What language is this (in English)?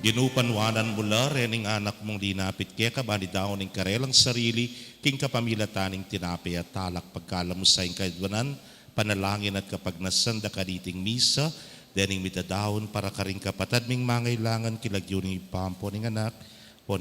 Pampanga